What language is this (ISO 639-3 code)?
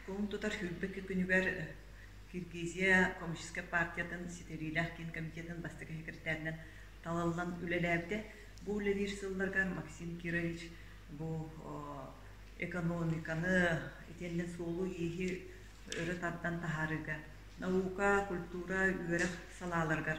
sah